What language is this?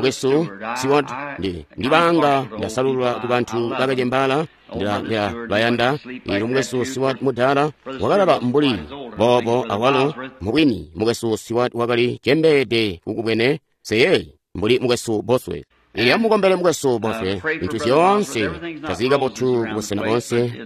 Tonga (Zambia)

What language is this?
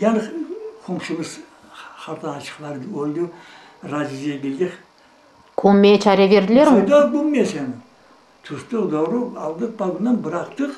Crimean Tatar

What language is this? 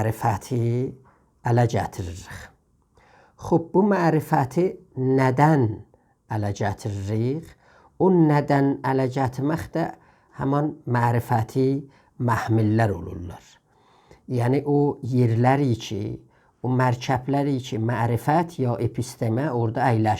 South Azerbaijani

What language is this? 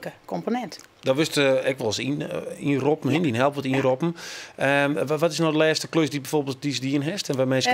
Western Frisian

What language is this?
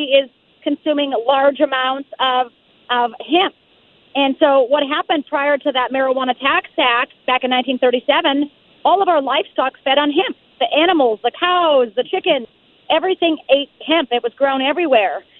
English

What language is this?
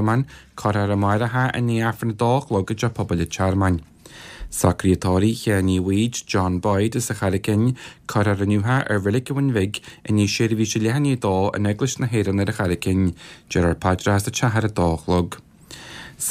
Irish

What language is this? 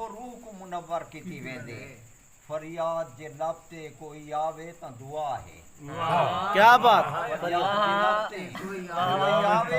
Saraiki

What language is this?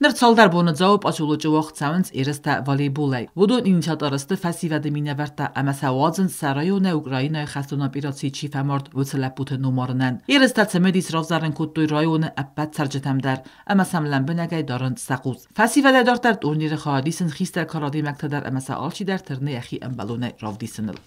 Ossetic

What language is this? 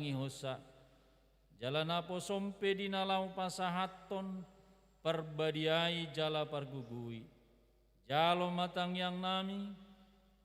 Batak Toba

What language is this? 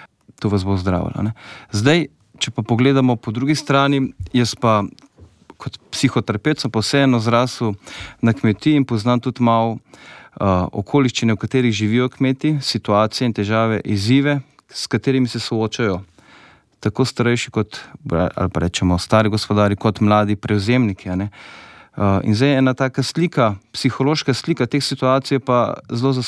Slovenian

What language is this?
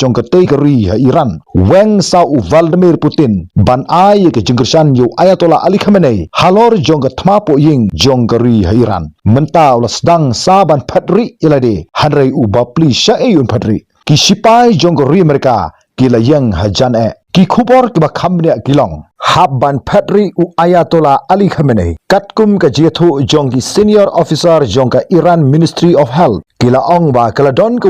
Khasi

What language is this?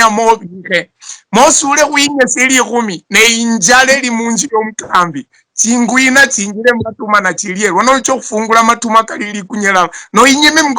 Luyia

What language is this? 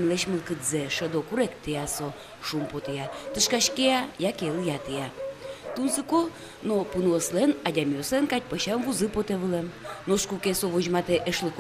Udmurt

